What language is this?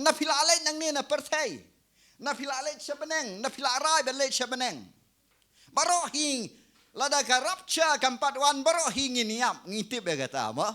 Khasi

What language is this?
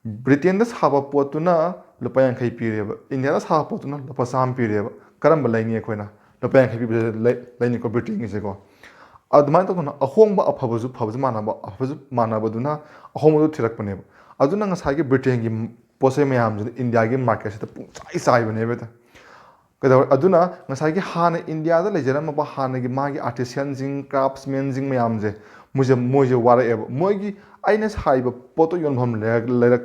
Manipuri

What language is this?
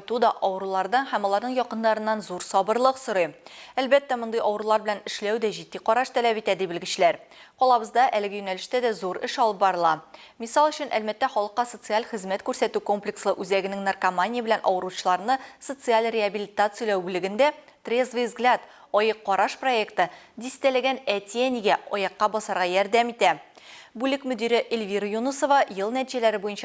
Tatar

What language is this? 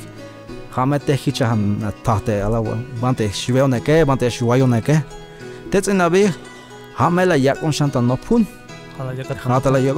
Tzeltal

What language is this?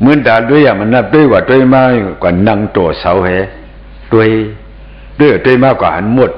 Shan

